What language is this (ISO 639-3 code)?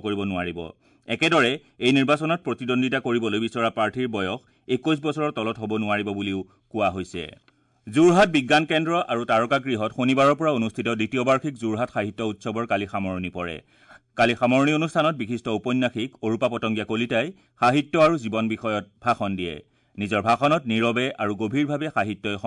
asm